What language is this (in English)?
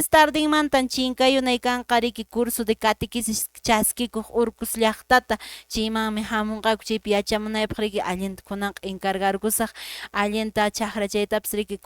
Quechua